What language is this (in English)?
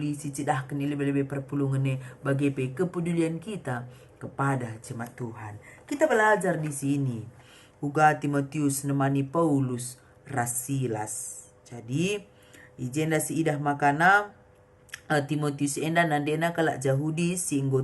Batak Karo